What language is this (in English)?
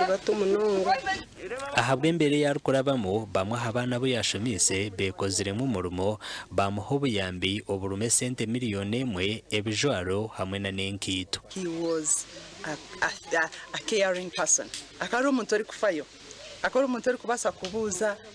Nyankole